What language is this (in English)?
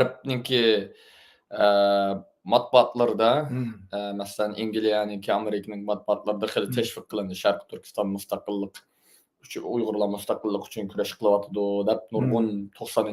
Uyghur